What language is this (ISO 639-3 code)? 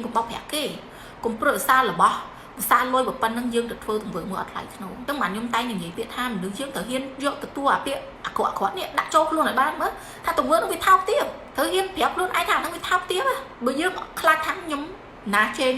khm